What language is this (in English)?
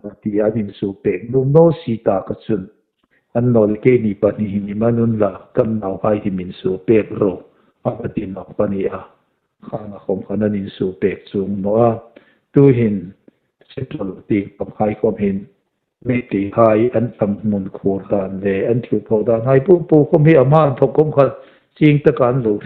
Hmar